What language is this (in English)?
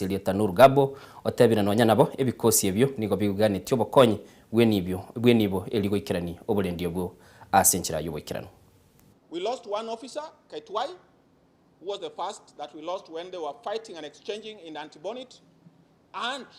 Gusii